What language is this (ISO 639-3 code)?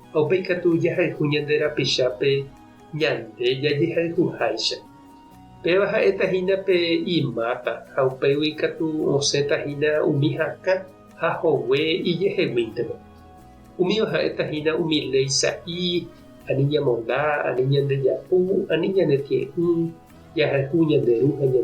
grn